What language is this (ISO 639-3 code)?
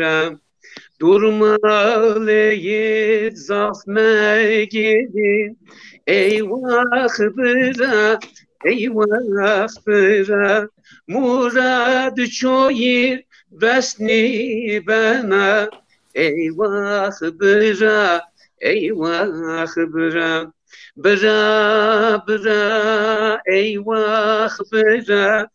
zza